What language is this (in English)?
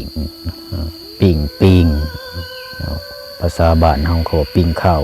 Lao